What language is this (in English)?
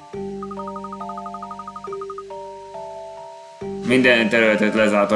Hungarian